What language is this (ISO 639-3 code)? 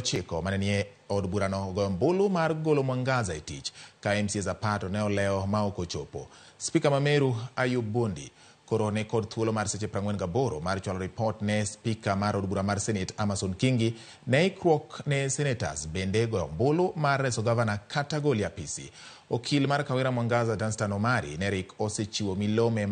luo